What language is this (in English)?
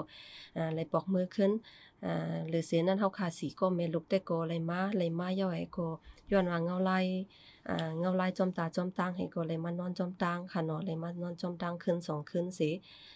Shan